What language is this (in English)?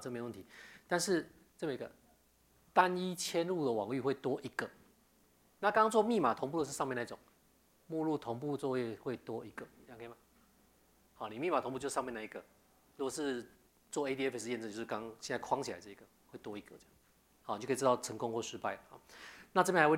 Chinese